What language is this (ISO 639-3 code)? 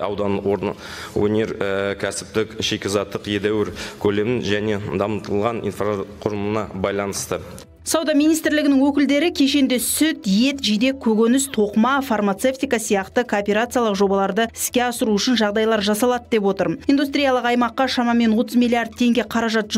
kaz